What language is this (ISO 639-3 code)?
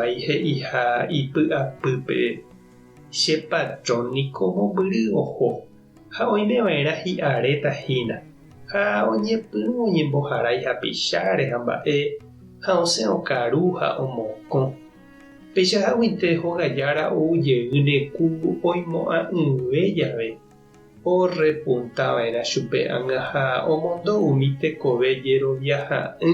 grn